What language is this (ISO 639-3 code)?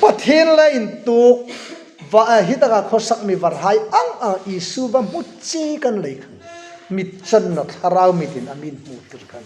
hmr